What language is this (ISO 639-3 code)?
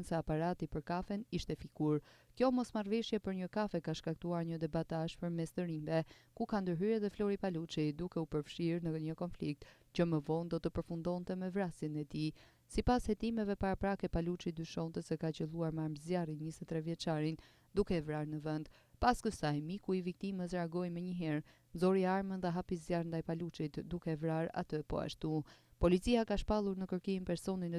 sqi